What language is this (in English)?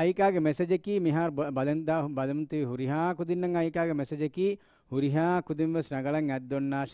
Divehi